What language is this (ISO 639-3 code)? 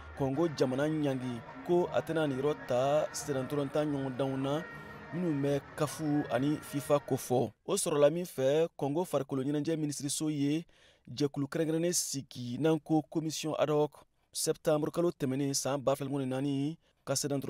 bam